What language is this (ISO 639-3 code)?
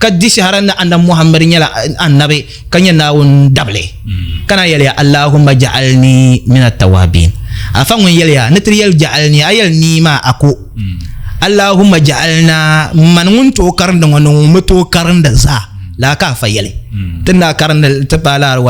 dag